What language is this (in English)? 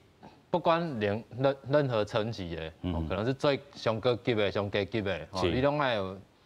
Min Nan Chinese